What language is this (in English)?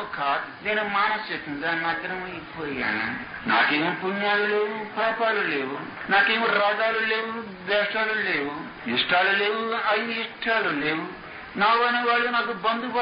Telugu